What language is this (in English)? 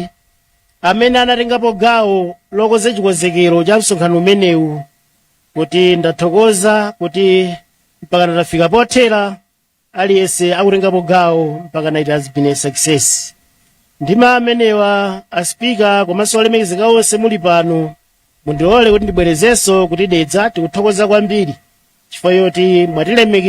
Nyanja